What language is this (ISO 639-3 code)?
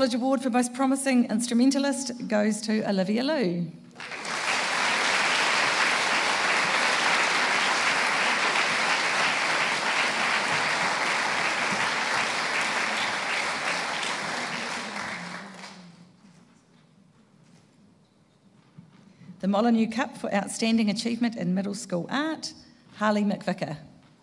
eng